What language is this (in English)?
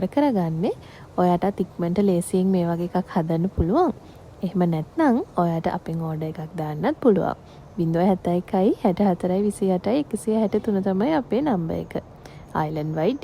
Sinhala